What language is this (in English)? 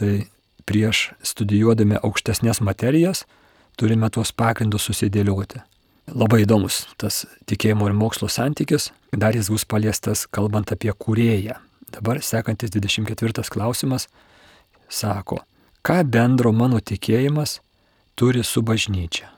Lithuanian